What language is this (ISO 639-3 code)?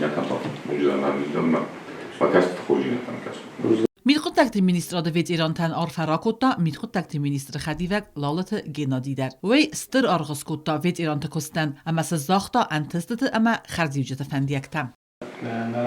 oss